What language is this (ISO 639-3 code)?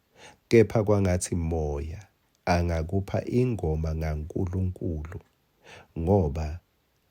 ssw